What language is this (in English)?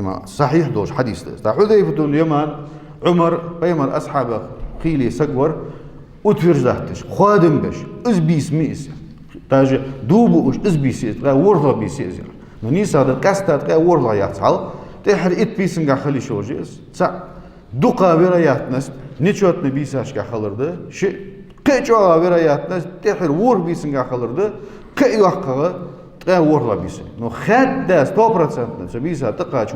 Ingush